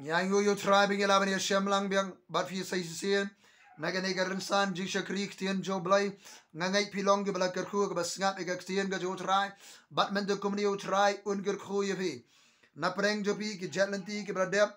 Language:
Khasi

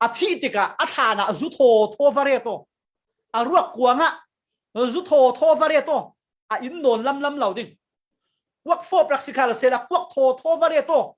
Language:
Falam Chin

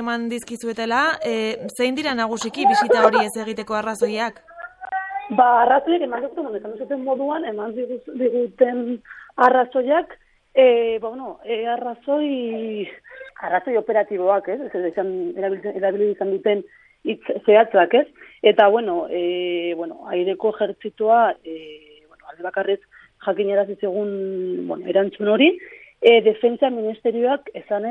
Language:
Basque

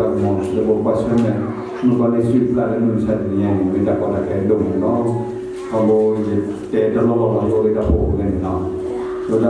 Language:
S'gaw Karen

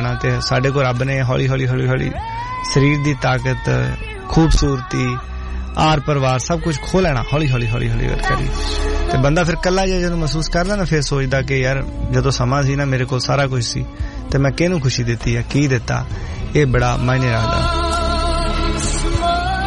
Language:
Punjabi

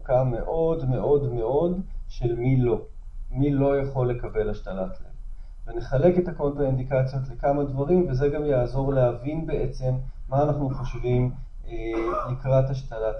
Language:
Hebrew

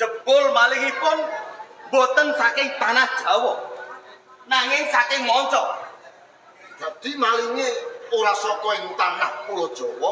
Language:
Javanese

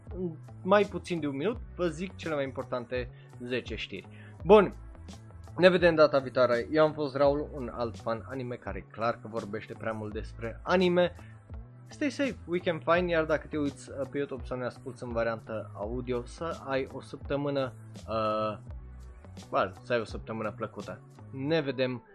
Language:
Romanian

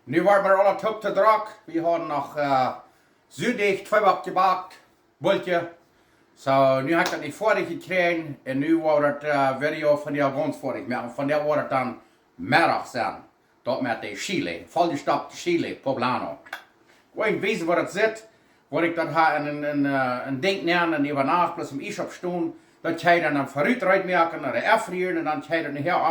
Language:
Plautdietsch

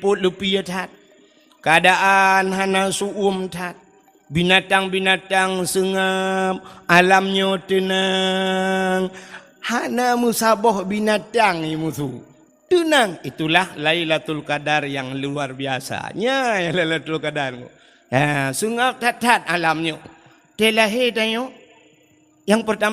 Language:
Achinese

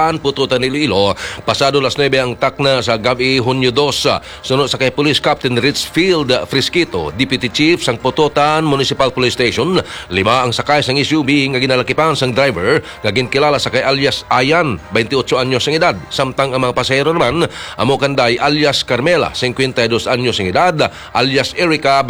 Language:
Hiligaynon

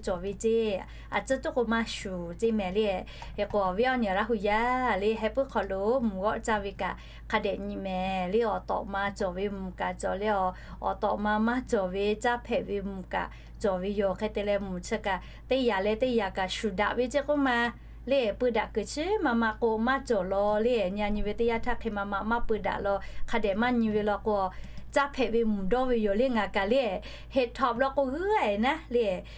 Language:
Lahu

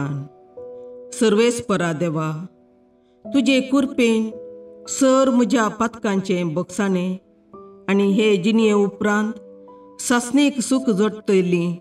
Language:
Konkani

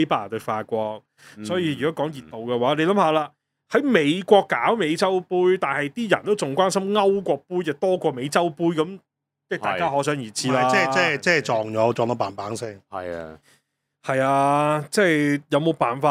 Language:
Cantonese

